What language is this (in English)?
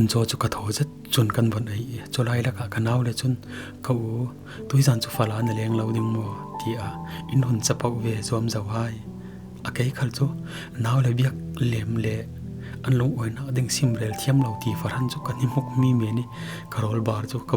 Falam Chin